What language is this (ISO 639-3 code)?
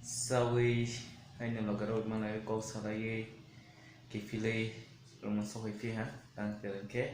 trp